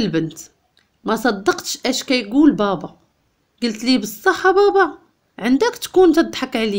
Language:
Moroccan Arabic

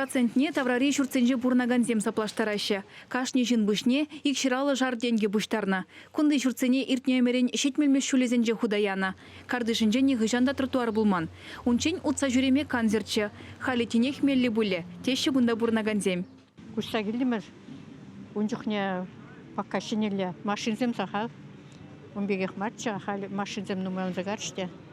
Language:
Chuvash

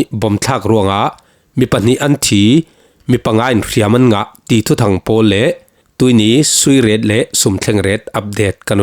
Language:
Falam Chin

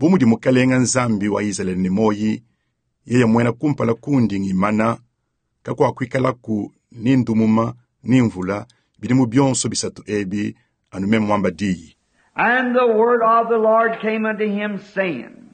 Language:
Luba-Lulua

